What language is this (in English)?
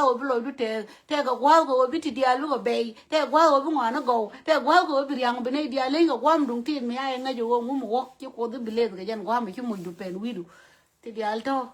Nuer